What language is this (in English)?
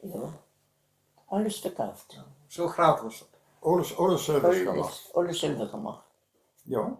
Westphalien